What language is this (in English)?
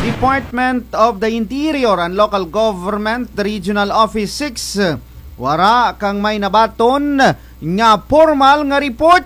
Kinaray-a